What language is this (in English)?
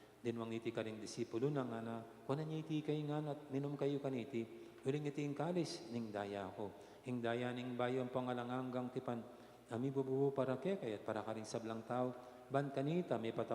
Pampanga